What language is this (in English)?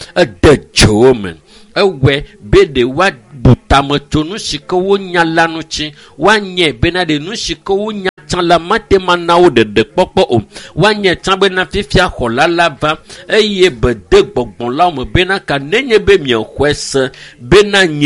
Ewe